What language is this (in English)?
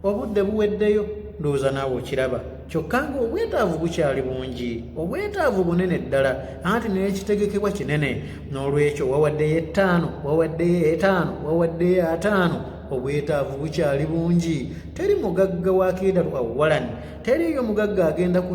Ganda